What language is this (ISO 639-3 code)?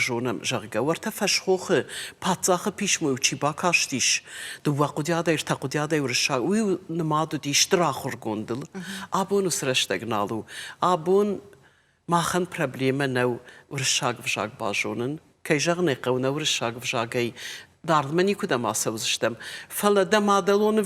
oss